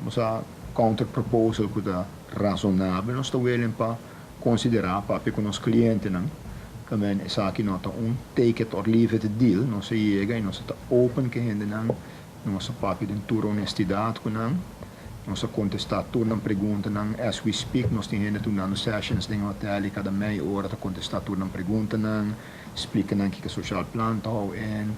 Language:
Papiamento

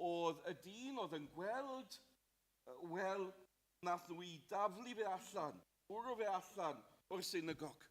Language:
Welsh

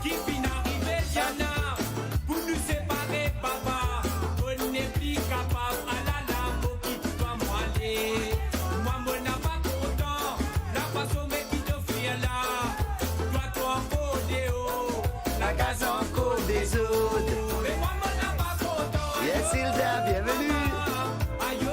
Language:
Morisyen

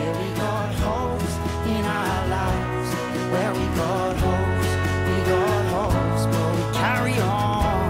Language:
Western Frisian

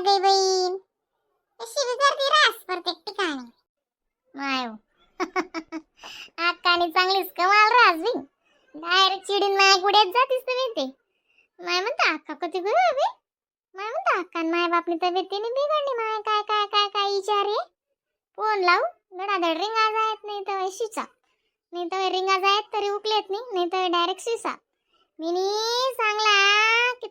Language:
Khandesi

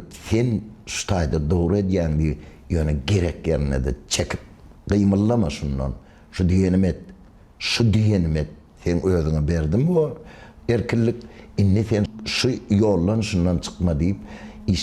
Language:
Turkmen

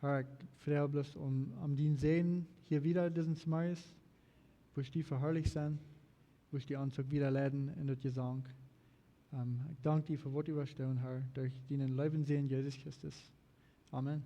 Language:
Plautdietsch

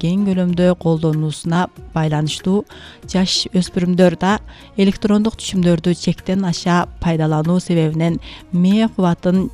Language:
Kyrgyz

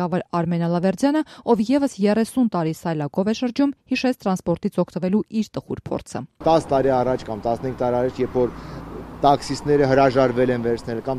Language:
Armenian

